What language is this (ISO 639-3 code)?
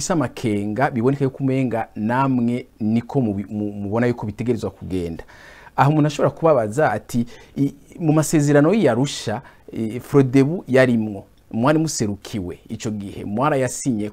run